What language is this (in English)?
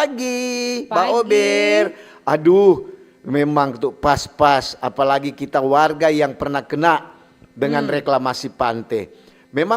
Manado Malay